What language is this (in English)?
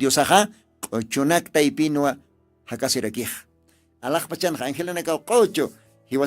Aymara